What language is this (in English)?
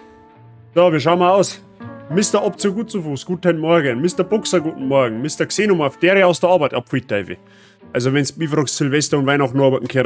Bavarian